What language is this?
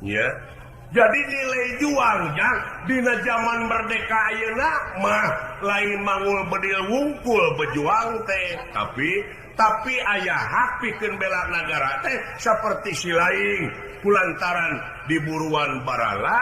Sundanese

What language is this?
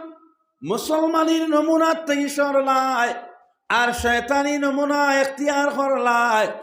Sylheti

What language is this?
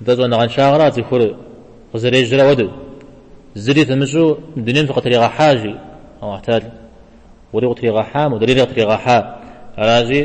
Kabardian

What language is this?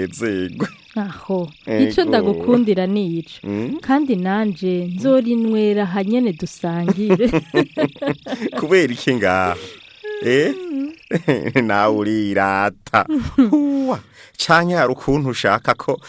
Rundi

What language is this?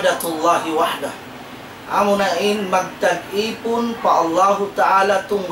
Tausug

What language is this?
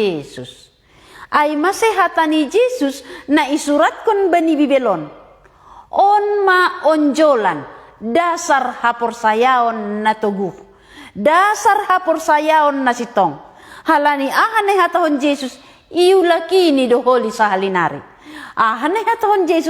Batak Simalungun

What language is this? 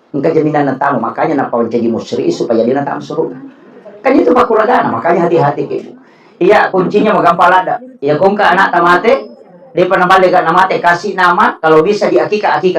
Buginese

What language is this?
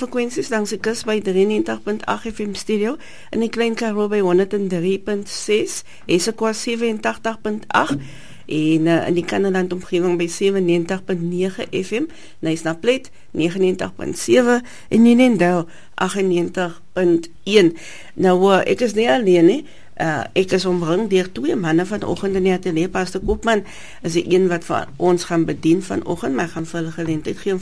Afrikaans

